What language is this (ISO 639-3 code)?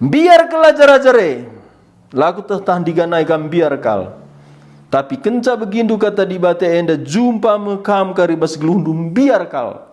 btx